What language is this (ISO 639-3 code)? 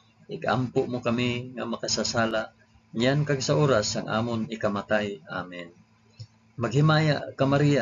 hil